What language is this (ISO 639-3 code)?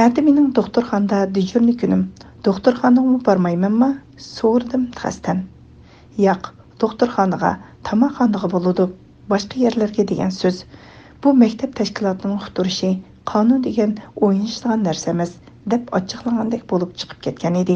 uig